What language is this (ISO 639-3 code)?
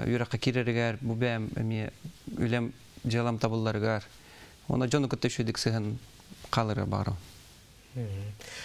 sah